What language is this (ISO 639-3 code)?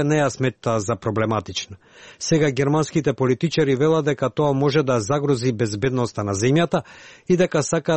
mkd